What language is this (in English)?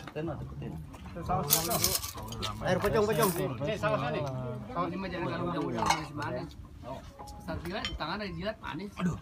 Betawi